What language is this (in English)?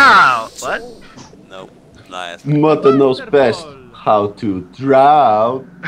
Faroese